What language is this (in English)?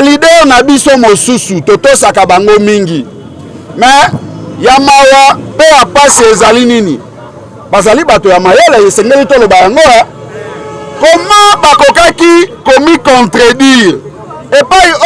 Lingala